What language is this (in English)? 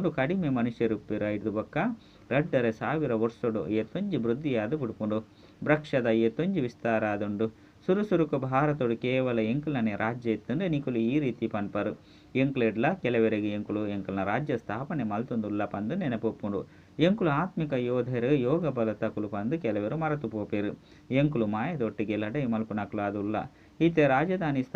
Tulu